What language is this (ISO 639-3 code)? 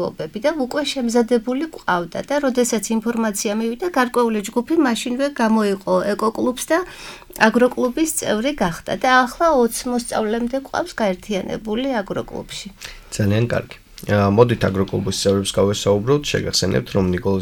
kat